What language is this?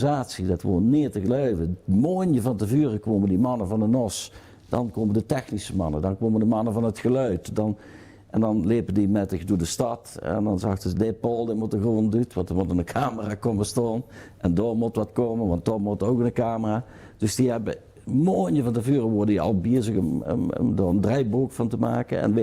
Limburgish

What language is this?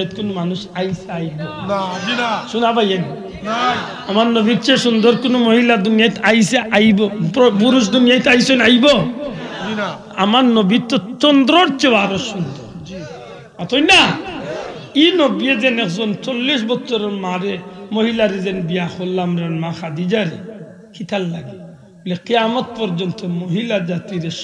Sylheti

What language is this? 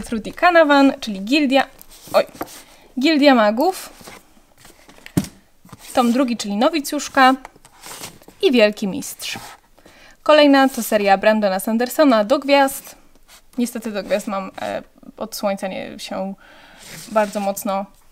Polish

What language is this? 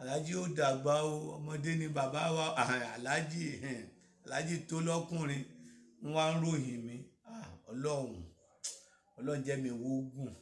Yoruba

